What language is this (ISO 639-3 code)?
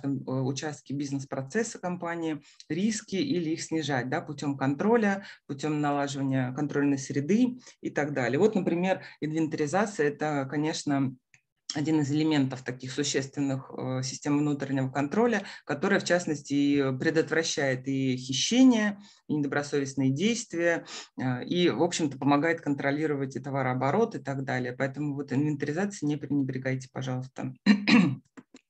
rus